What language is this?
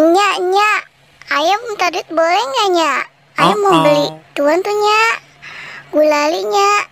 Betawi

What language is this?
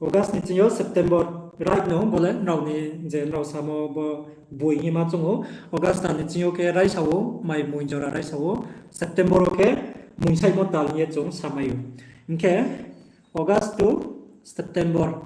Riang (India)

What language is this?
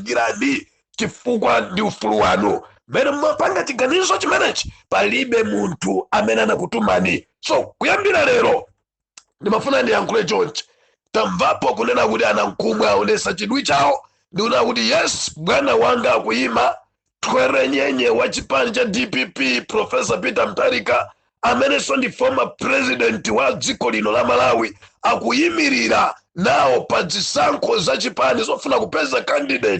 Nyanja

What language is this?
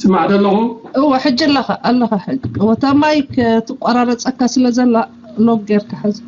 Tigrinya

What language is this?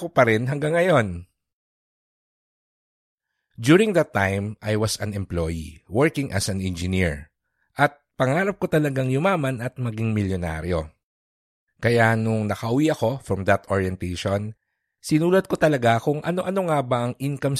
Filipino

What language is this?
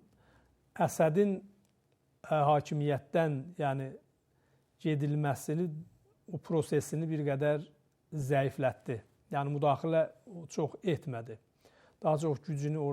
Azerbaijani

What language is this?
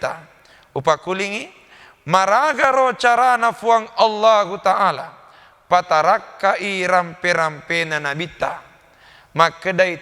Buginese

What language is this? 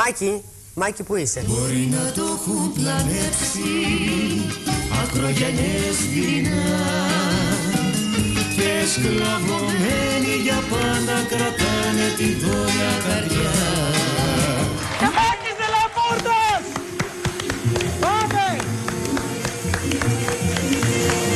Greek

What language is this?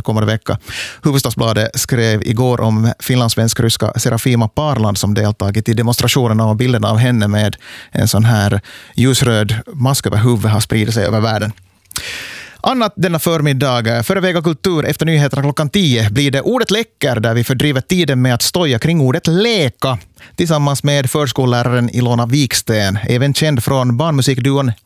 Swedish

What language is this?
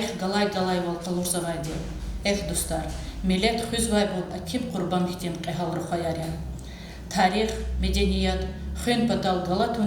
Lezghian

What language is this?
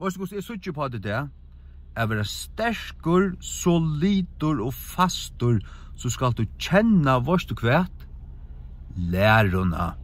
Faroese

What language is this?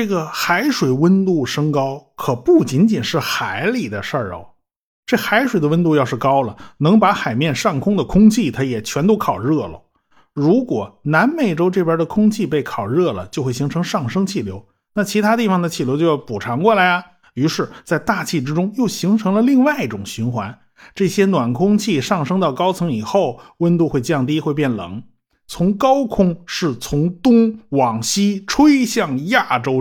Chinese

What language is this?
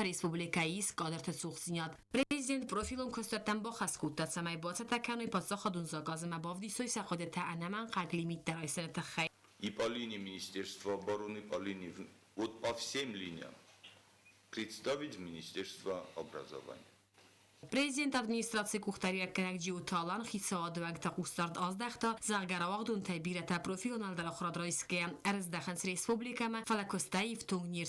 Ossetic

